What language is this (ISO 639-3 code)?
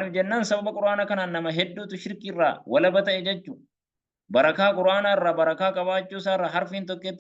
orm